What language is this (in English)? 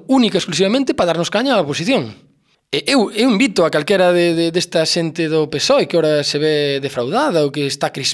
Galician